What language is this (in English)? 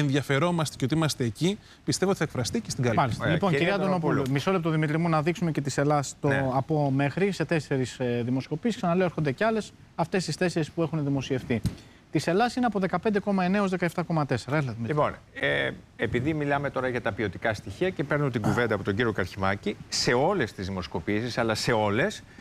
Greek